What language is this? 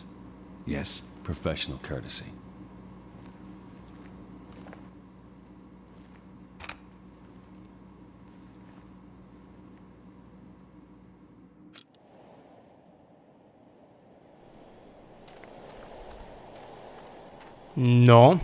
Czech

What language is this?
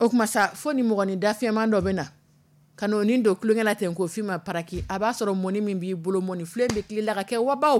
Dyula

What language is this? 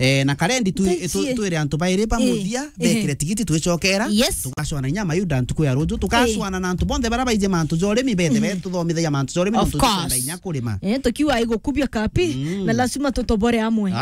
Meru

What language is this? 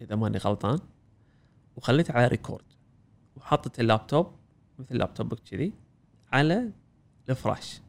Gulf Arabic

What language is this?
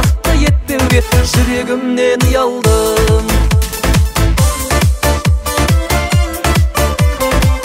Kazakh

